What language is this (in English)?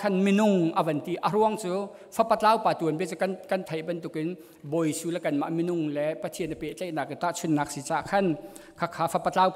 Hakha Chin